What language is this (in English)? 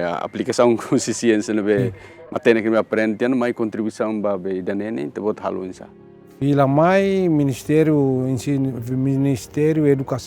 Tetum